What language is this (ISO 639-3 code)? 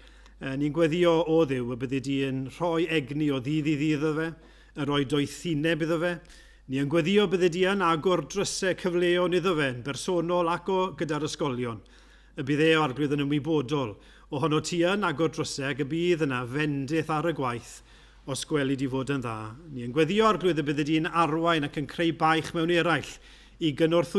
cym